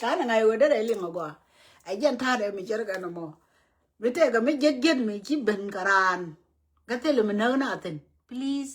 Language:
Nuer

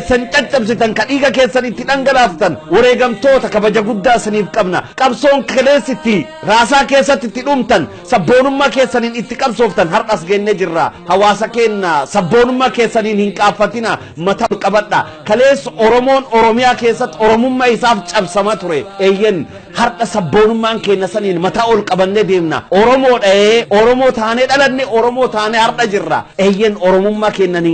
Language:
Oromo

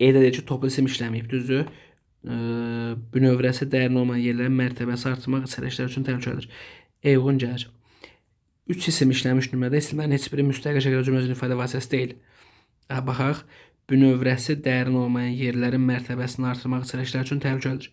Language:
Azerbaijani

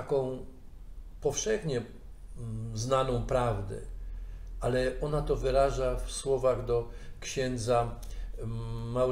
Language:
Polish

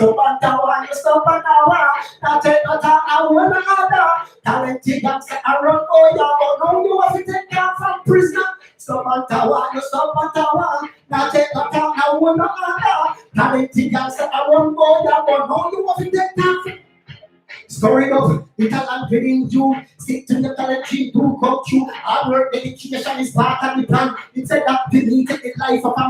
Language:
Jamaican Creole English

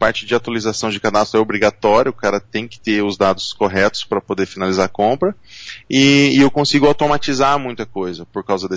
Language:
Portuguese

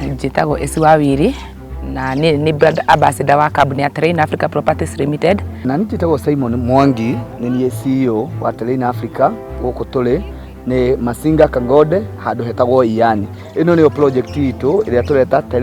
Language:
Kikuyu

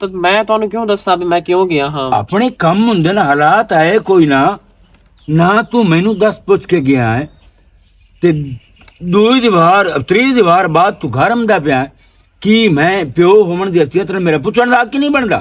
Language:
Western Panjabi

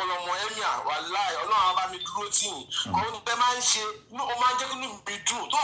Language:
Yoruba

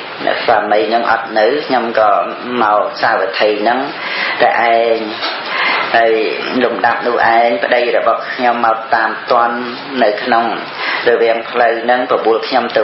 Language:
Khmer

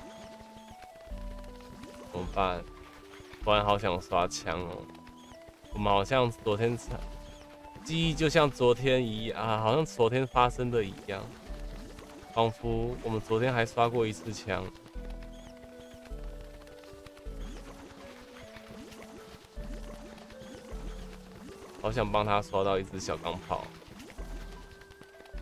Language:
Chinese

